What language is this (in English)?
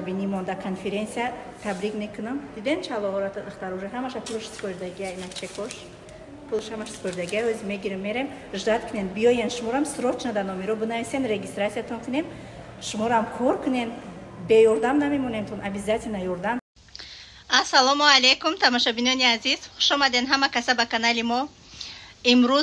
Tajik